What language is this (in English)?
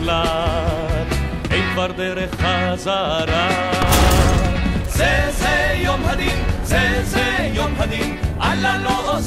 Hebrew